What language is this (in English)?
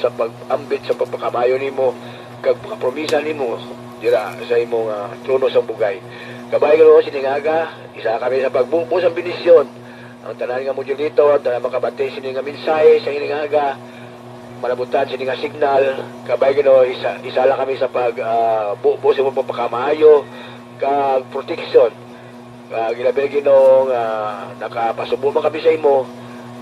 Hiligaynon